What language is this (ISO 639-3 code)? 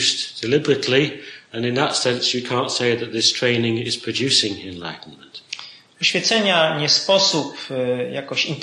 pol